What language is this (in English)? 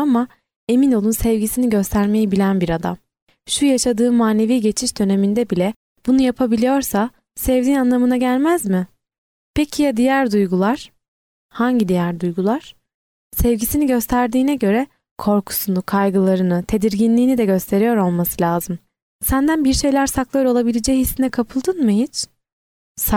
Turkish